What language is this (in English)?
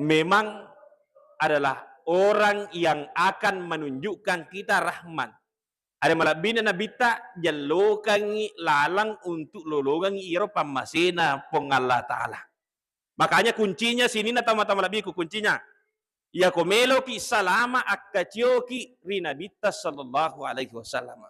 Buginese